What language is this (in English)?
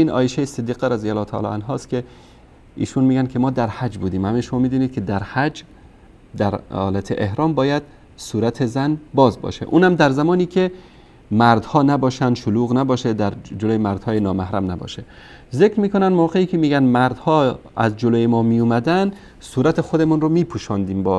Persian